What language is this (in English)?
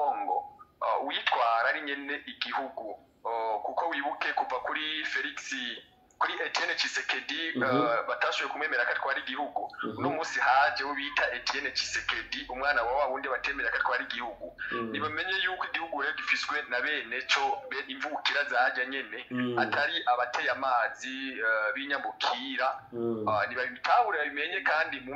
Rundi